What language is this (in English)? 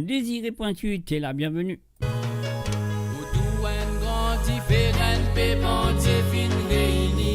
Morisyen